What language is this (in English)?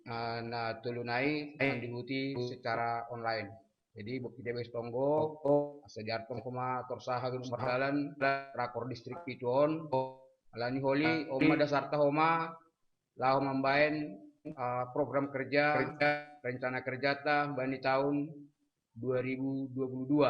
Batak Simalungun